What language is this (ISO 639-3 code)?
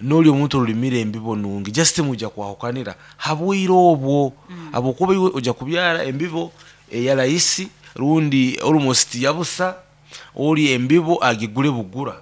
nyo